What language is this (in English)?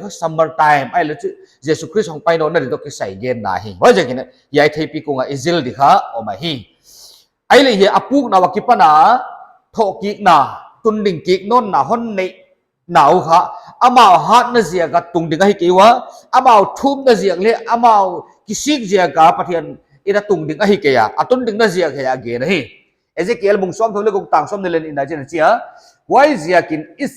Paite Chin